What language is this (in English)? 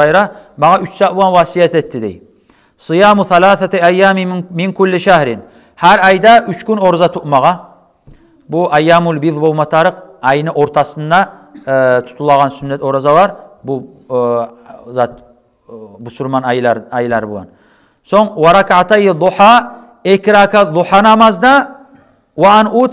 Kumyk